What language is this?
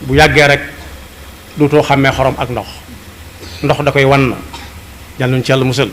Wolof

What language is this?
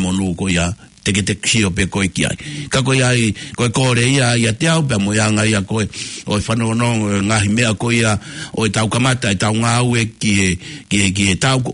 Tongan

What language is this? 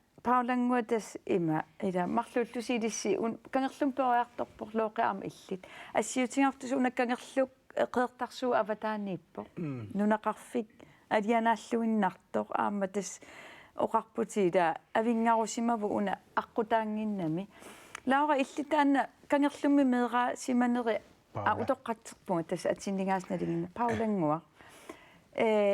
Kalaallisut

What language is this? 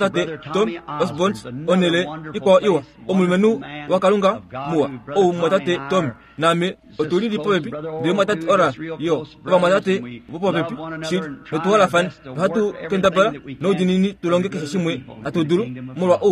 Kuanyama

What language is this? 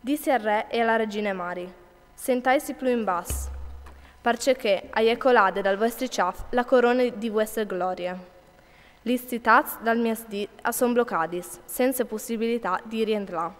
Friulian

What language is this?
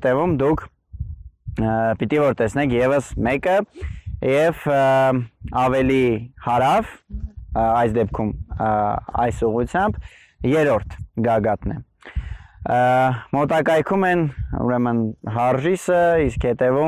Armenian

